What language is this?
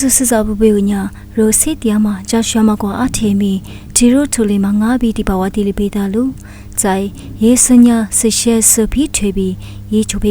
Lisu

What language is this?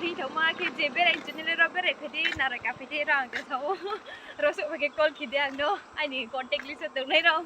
Riang (India)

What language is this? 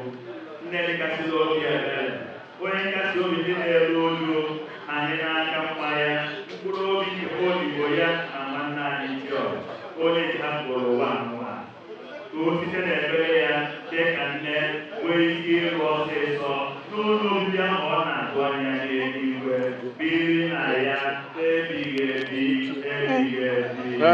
Igbo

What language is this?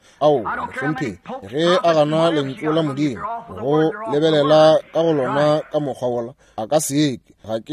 Northern Sotho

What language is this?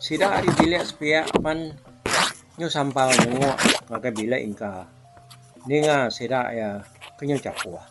Iban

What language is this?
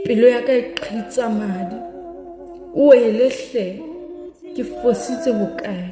Southern Sotho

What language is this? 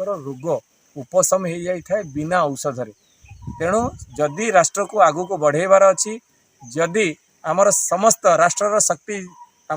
Odia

